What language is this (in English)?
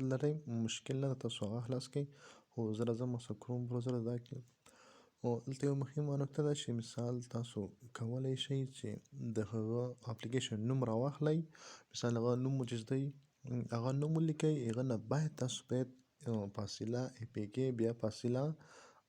Pashto